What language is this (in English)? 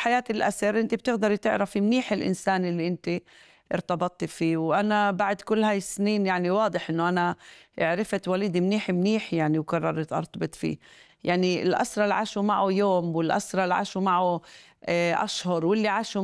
North Levantine Arabic